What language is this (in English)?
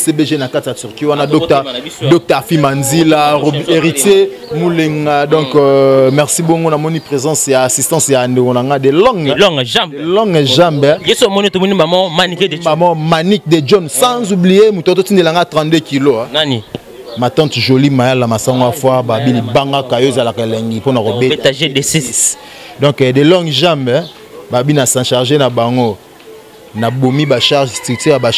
Lingala